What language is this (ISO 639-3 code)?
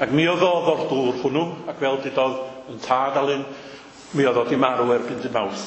cym